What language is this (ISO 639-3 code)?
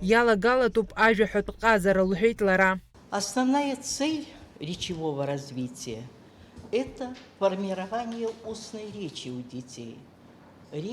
abk